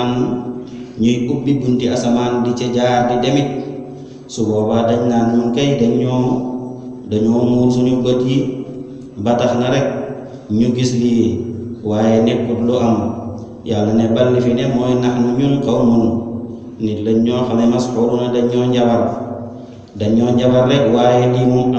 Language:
Wolof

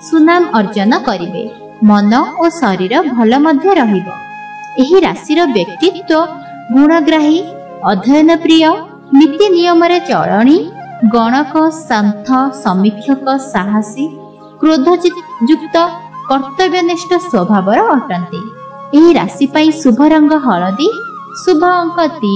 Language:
Odia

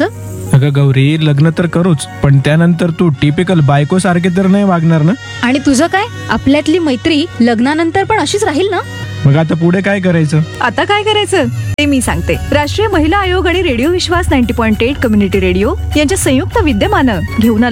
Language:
Marathi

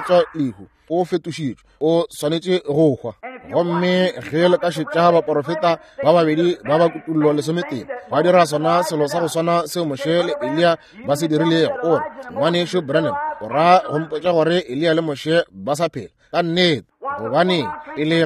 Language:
Northern Sotho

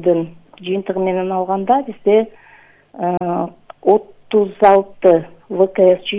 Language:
Kyrgyz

